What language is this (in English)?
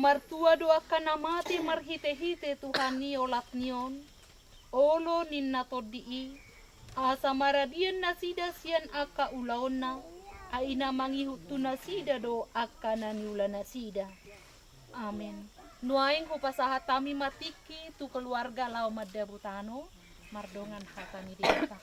Batak Toba